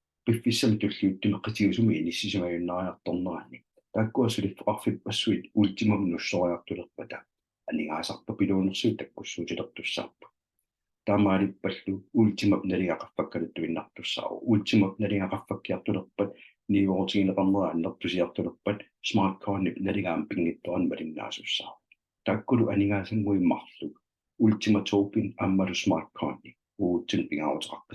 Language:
Kalaallisut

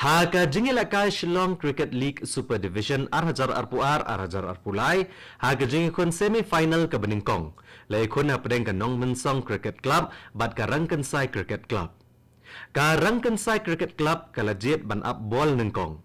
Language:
Khasi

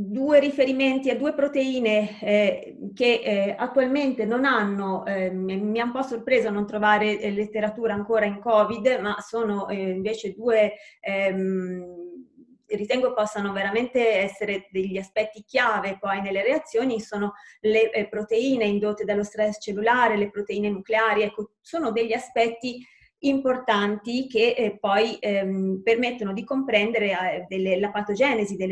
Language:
Italian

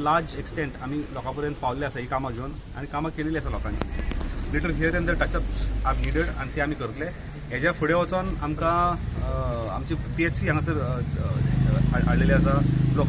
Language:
Konkani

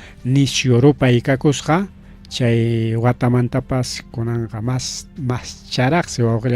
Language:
Ayacucho Quechua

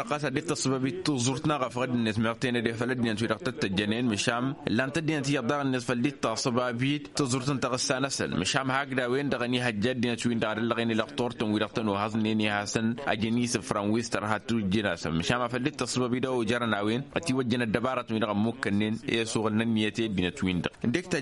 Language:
Tamasheq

